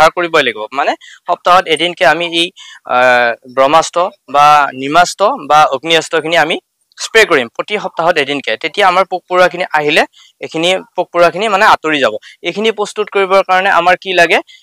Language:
Assamese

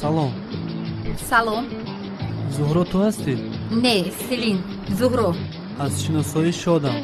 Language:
Tajik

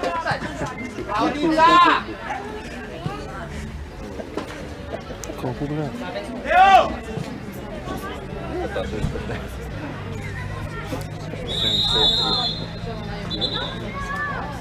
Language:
Romanian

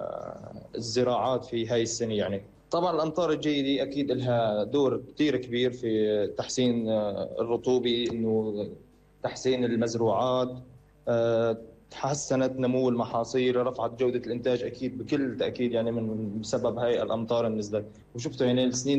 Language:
North Levantine Arabic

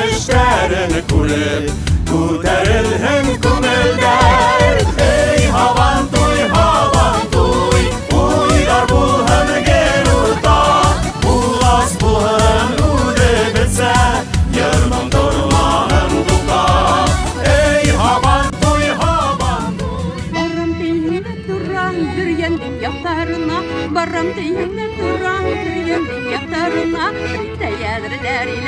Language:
Bashkir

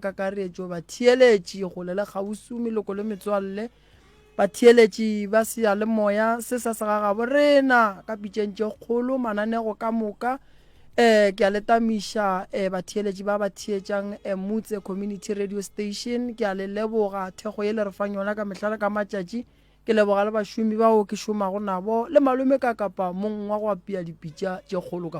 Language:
Northern Sotho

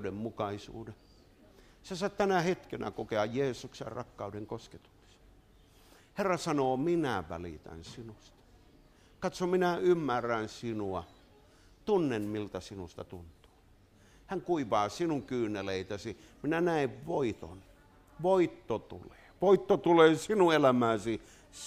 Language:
Finnish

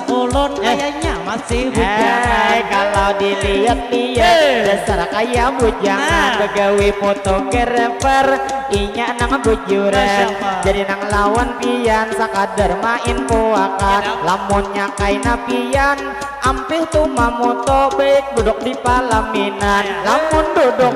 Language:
Banjar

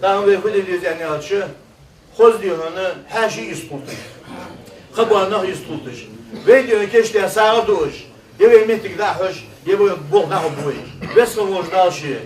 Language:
Ingush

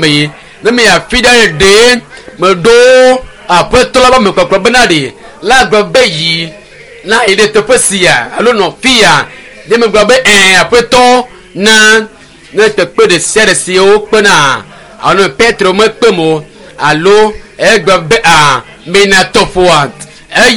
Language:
Ewe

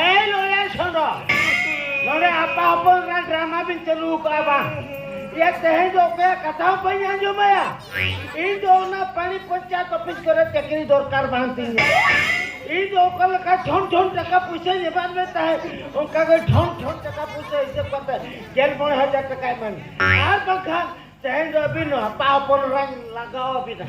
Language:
Santali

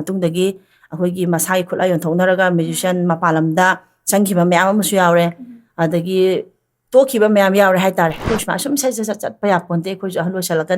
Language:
Manipuri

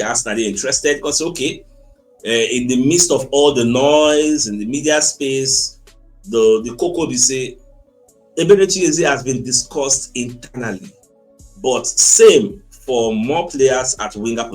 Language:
Nigerian Pidgin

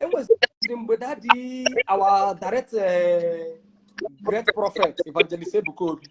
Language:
Igbo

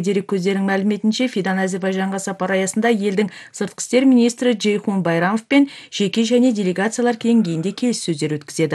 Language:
Kazakh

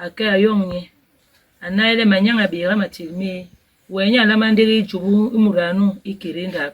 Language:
Basaa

